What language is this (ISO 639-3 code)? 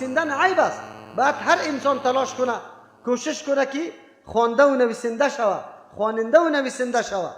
fas